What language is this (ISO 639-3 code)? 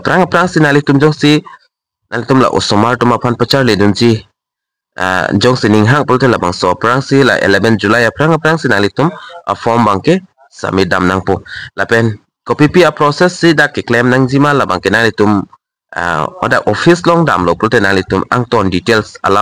mjw